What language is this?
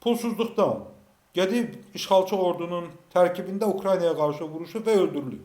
Azerbaijani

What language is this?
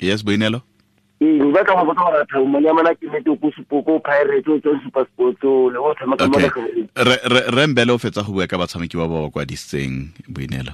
Tswana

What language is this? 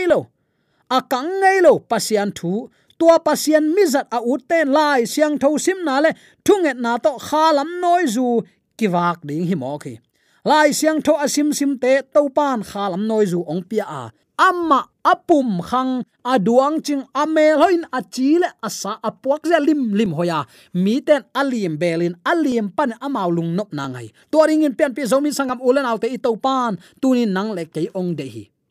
Tedim Chin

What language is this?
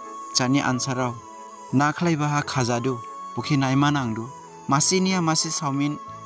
Dimasa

